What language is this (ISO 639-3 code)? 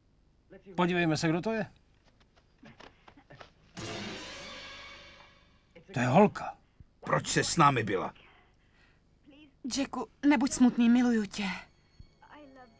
ces